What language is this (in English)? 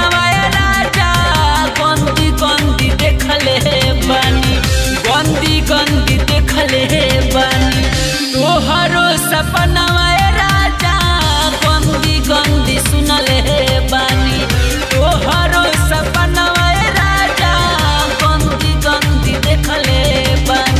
Bhojpuri